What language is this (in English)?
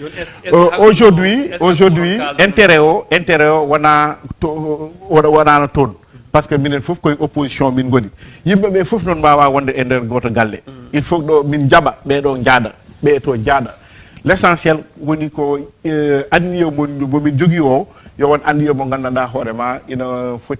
Fula